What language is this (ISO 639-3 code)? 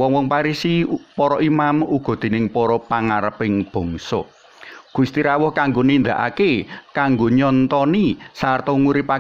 jav